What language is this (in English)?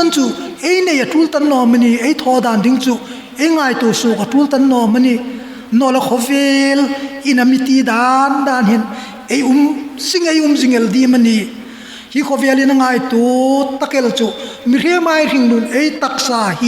Hmar